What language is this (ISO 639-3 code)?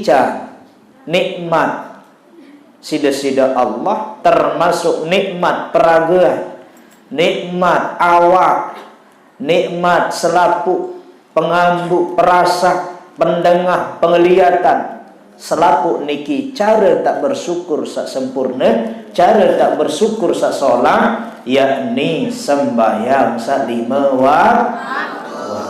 sas